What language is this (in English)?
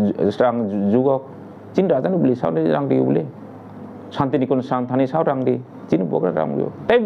Kok Borok